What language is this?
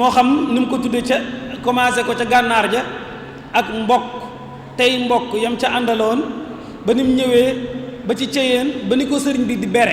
Wolof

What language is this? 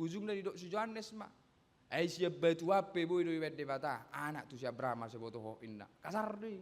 Batak Toba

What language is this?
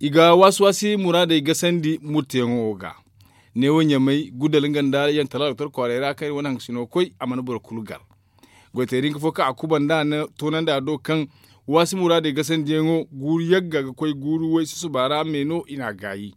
Zarma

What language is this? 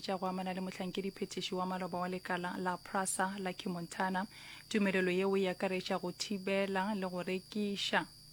Northern Sotho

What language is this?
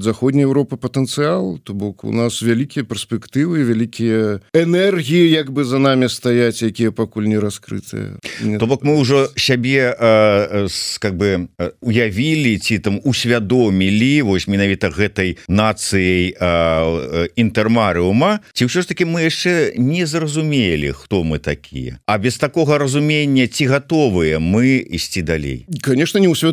Belarusian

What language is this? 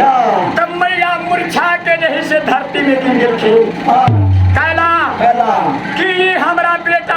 Maithili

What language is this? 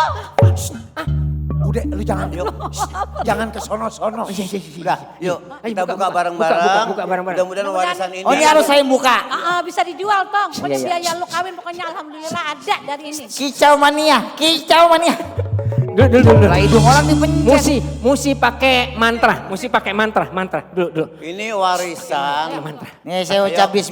Betawi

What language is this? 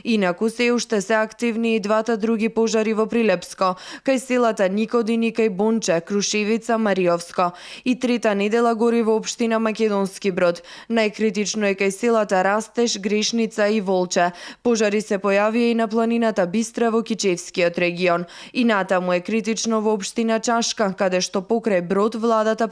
Macedonian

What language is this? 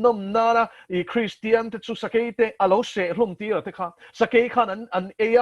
Mizo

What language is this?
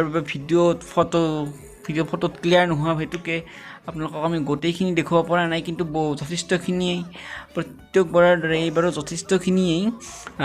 Assamese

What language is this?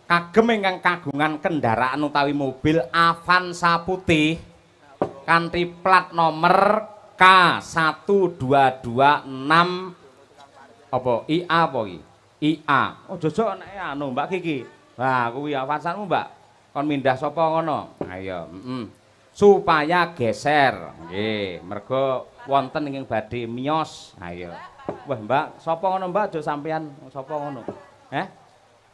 Javanese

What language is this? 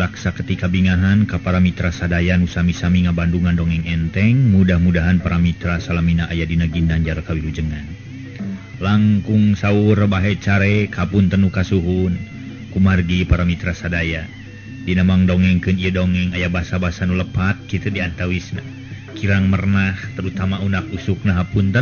Sundanese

